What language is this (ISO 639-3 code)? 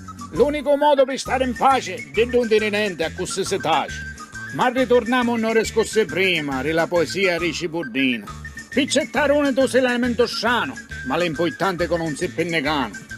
scn